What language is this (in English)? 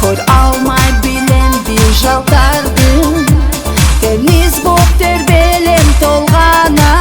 Kumyk